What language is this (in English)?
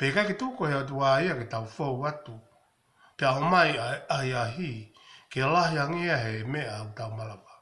Tongan